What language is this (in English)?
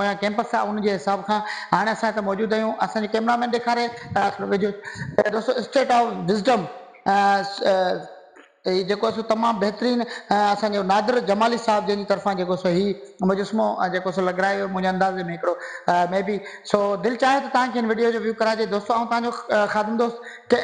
Sindhi